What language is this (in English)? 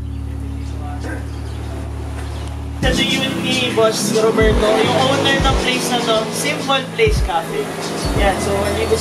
Filipino